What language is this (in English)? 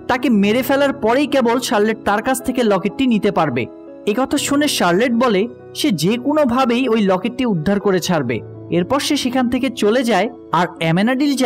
Bangla